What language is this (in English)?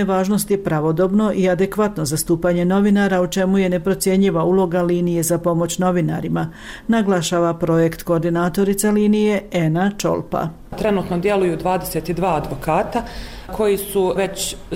Bosnian